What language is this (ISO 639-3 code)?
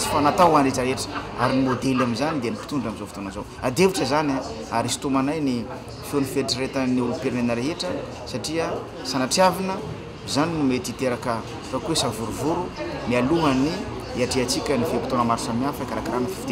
mlg